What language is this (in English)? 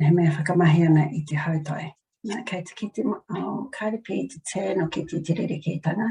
Māori